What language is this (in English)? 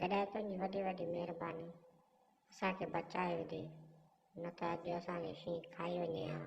Sindhi